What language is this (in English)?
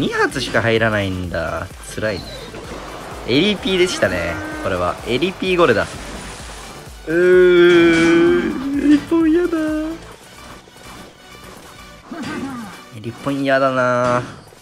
Japanese